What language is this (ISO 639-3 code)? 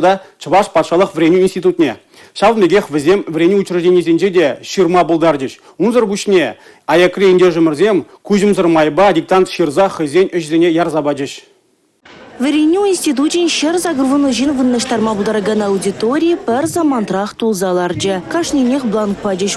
chv